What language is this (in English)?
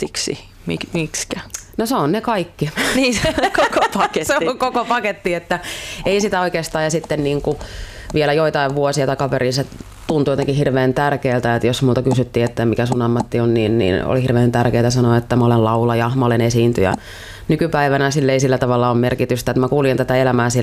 Finnish